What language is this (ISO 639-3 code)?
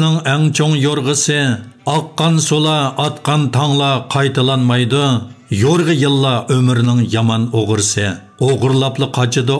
uig